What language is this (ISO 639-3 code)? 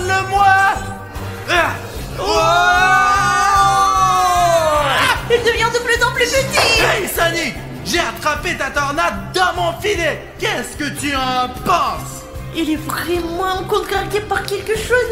fra